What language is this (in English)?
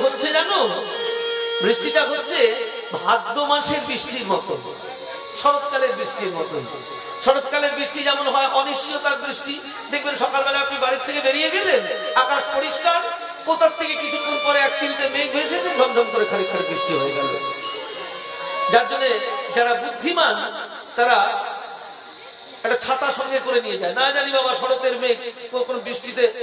Bangla